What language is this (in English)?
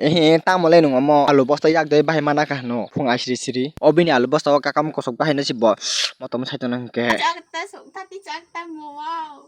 Kok Borok